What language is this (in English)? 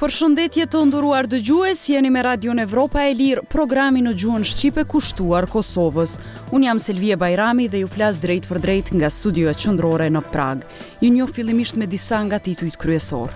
Albanian